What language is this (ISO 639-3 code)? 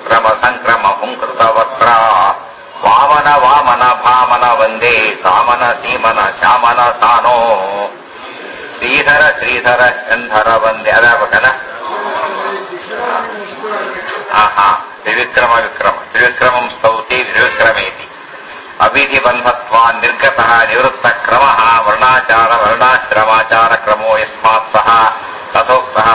kan